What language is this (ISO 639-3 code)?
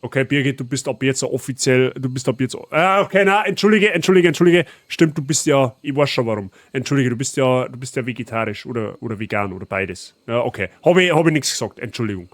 bar